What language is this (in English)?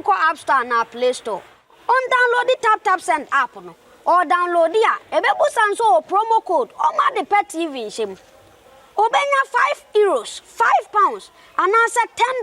Akan